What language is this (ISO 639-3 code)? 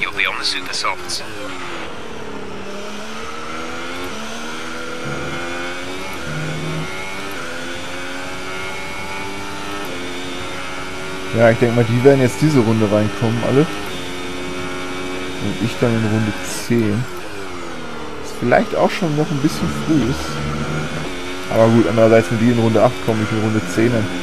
deu